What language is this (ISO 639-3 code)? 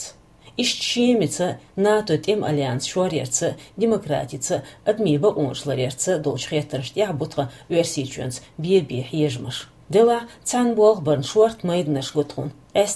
che